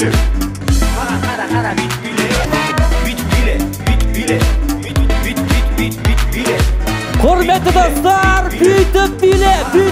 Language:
Kazakh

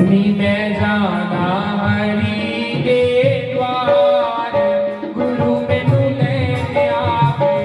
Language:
Dogri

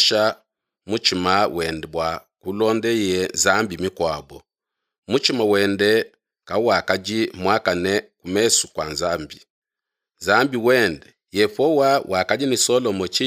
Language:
Luba-Lulua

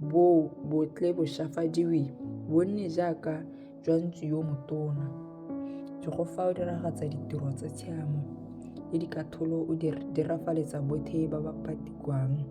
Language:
Tswana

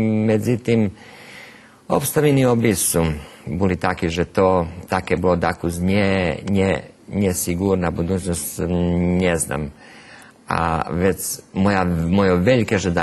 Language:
Rusyn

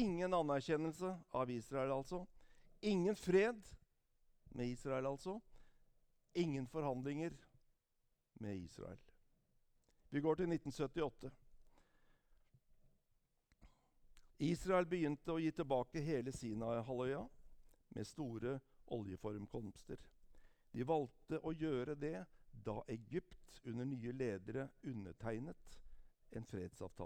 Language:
Norwegian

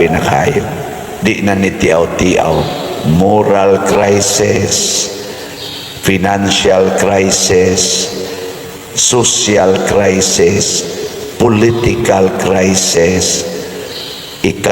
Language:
Cebuano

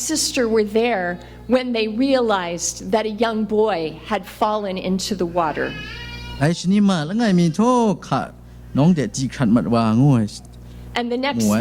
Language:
Kachin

